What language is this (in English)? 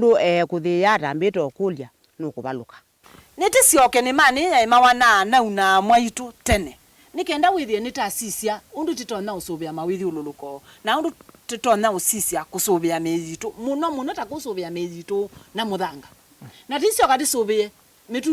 Kamba